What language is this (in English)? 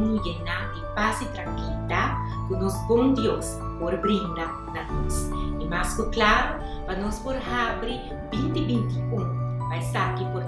Papiamento